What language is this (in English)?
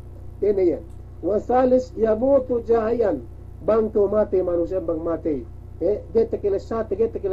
Yakan